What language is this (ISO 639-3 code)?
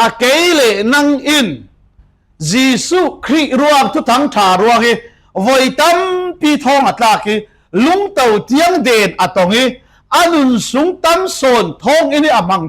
cfm